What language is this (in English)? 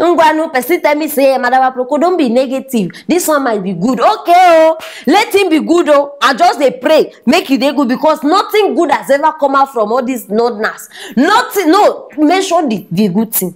Nigerian Pidgin